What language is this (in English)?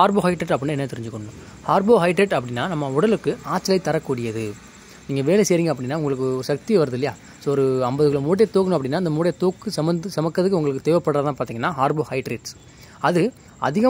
Tamil